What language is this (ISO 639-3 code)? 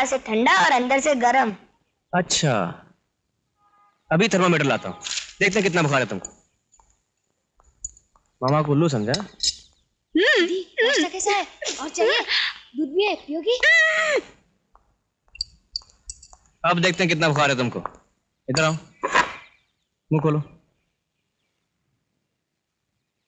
hin